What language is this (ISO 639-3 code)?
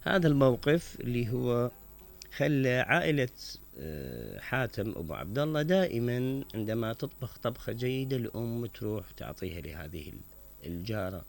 acm